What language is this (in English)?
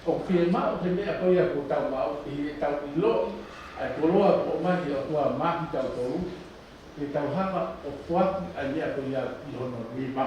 Tongan